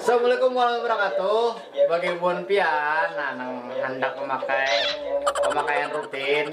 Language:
Banjar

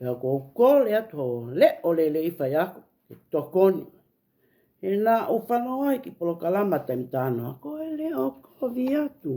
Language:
Tongan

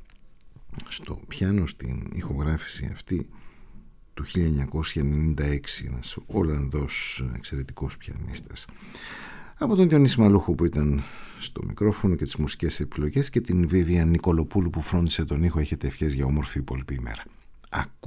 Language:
Greek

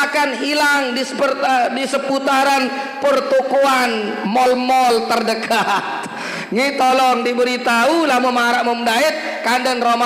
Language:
Sasak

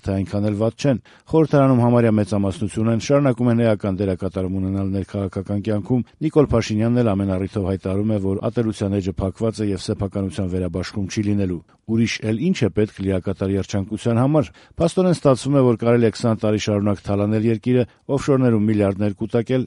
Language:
Armenian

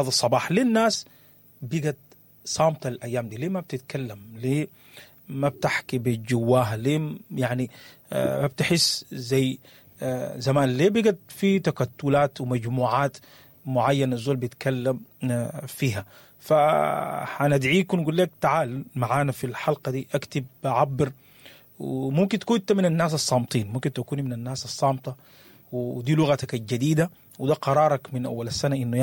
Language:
Sudanese Arabic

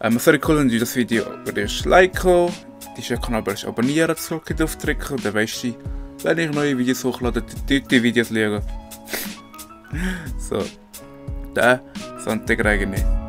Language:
Swiss German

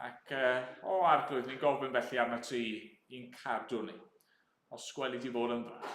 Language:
Welsh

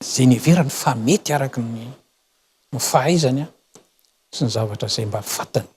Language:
Malagasy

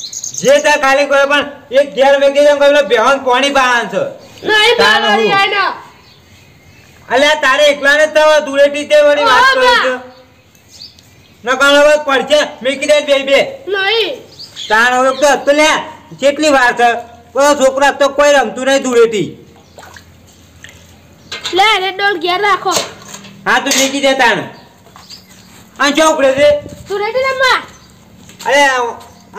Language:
Gujarati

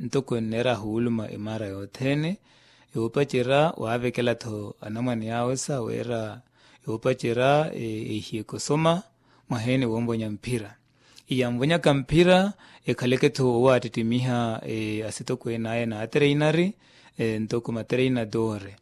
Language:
Makhuwa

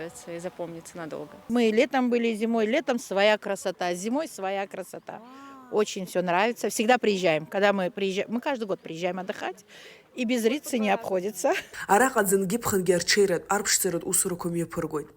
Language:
Abkhazian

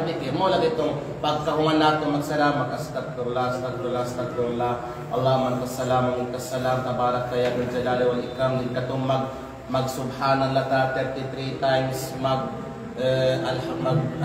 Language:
Kalagan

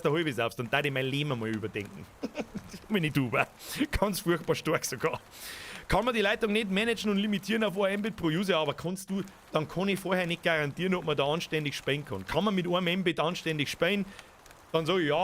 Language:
Bavarian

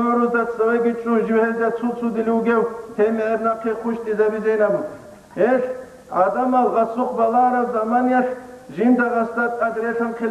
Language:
Avaric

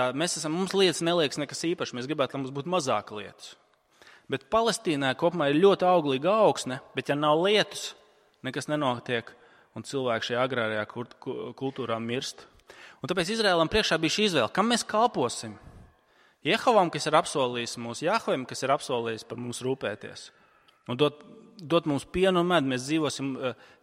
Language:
Latvian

